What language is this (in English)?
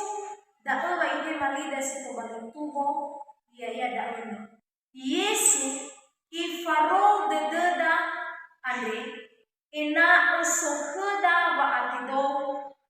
Nias